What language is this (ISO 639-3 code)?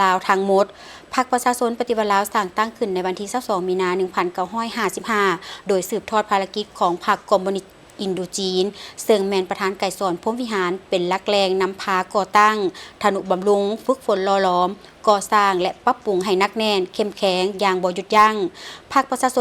lao